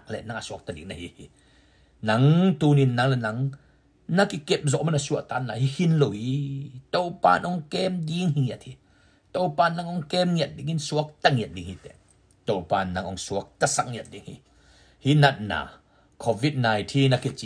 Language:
Tedim Chin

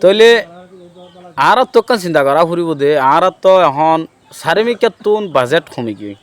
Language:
Rohingya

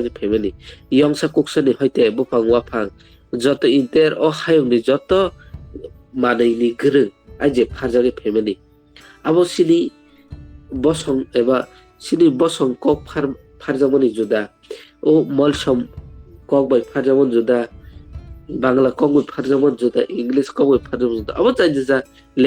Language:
Kok Borok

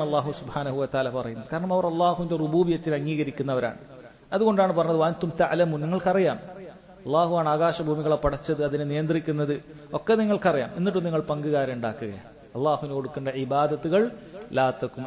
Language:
Malayalam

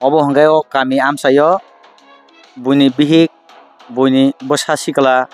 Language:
Kok Borok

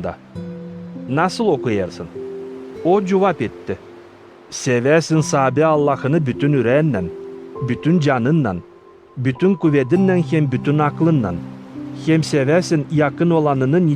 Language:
Gagauz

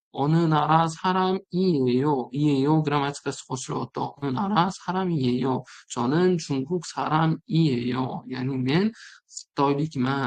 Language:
Uzbek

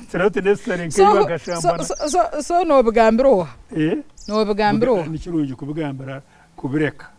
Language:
Nyankole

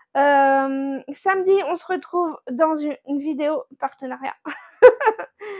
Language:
French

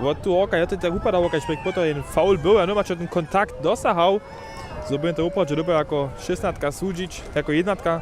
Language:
Upper Sorbian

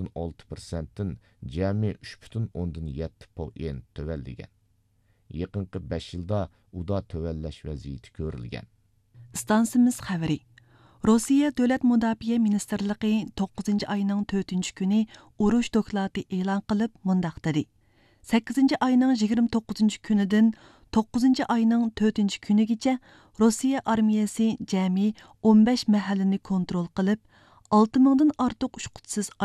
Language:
Uyghur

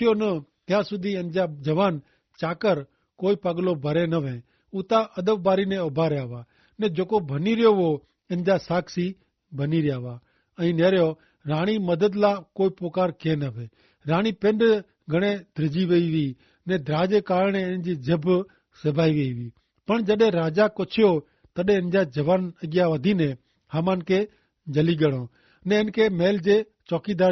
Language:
Kachhi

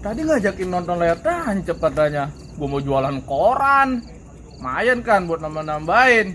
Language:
Betawi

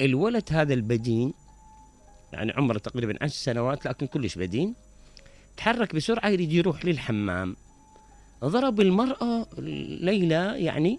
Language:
Mesopotamian Arabic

